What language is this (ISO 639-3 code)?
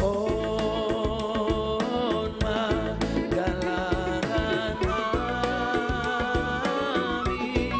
bts